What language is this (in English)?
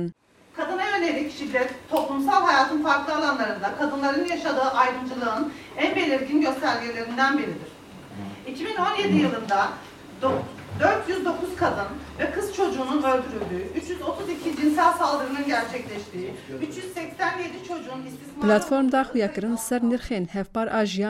Kurdish